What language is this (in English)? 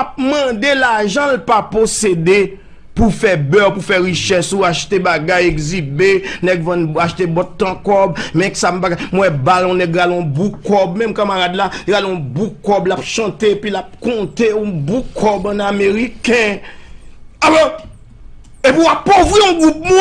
Haitian Creole